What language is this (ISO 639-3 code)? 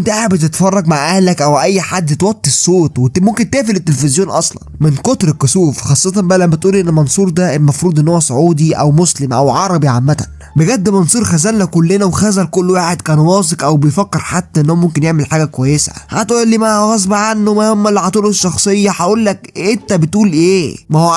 arz